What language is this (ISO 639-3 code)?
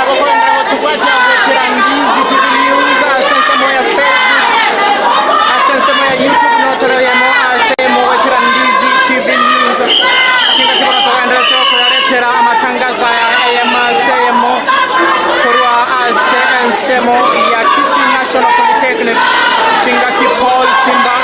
guz